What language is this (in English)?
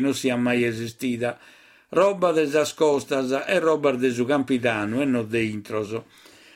Sardinian